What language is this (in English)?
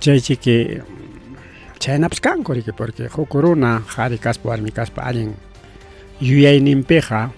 Ayacucho Quechua